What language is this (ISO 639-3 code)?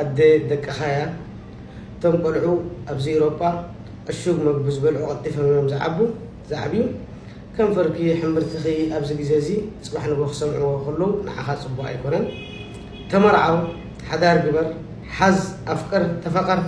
tir